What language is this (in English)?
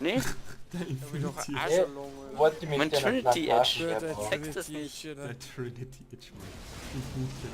Bavarian